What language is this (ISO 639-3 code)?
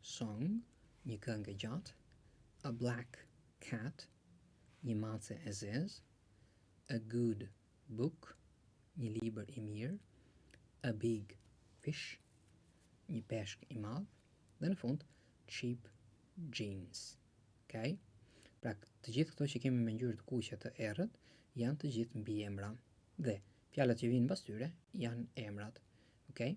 sqi